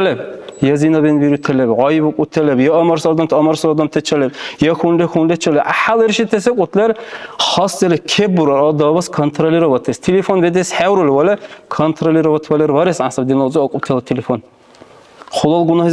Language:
Dargwa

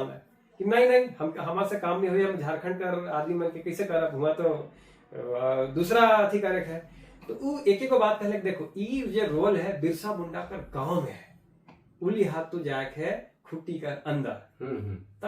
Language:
Sadri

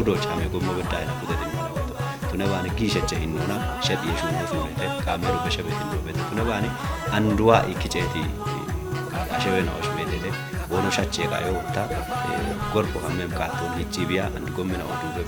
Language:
Kafa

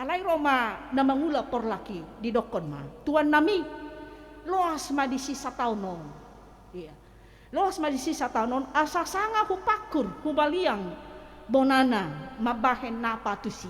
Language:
Batak Toba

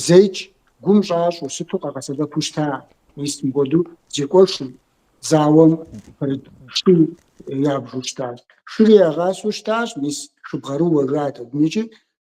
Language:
Kabardian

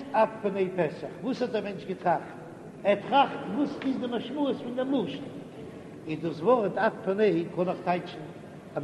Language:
Yiddish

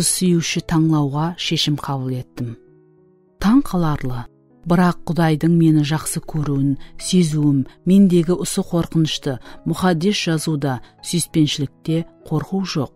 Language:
Kara-Kalpak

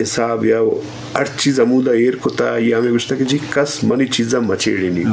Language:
Eastern Balochi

